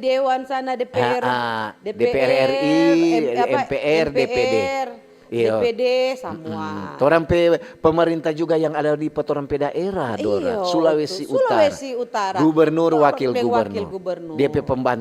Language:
Manado Malay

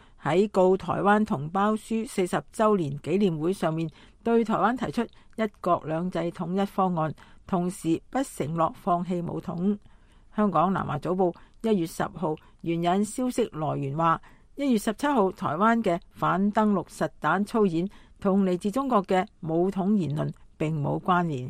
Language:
Cantonese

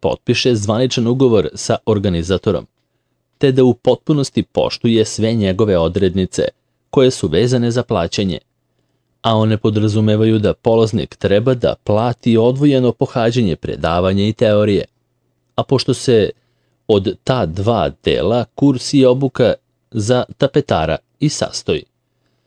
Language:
Serbian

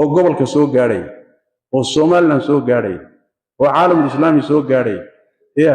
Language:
Somali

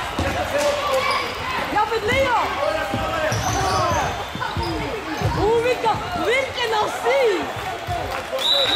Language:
Swedish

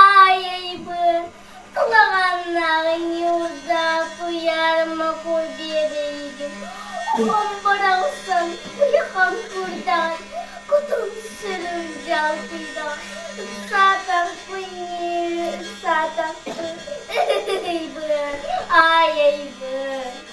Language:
Yakut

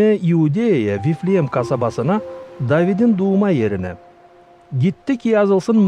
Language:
Gagauz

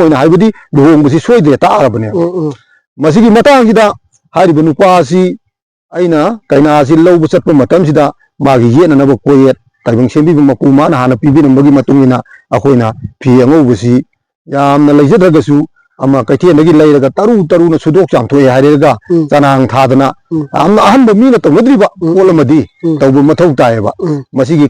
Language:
Manipuri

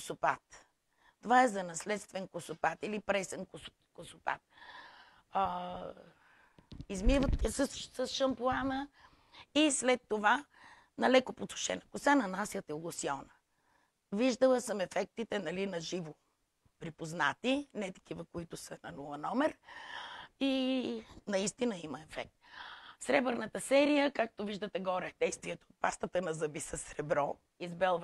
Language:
Bulgarian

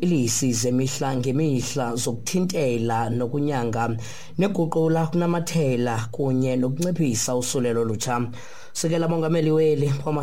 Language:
Xhosa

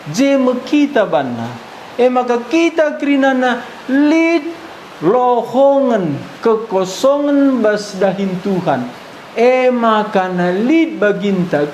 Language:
Batak Karo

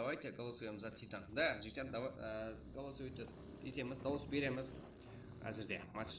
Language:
Kara-Kalpak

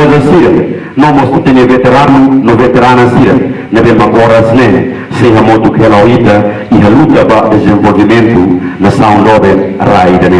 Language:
Tetum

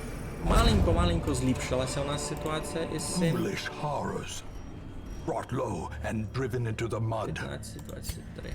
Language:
Rusyn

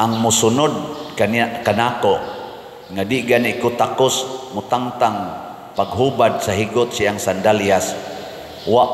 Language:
Cebuano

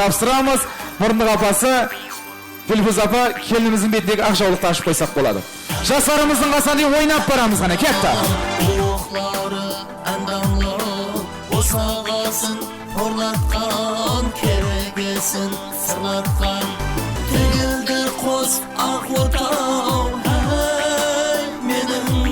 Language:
Kara-Kalpak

